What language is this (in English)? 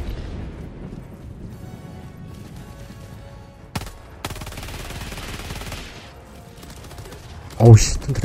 Korean